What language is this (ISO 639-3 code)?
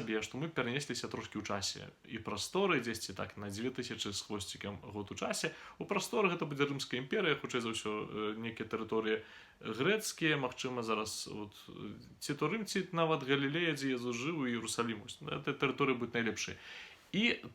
bel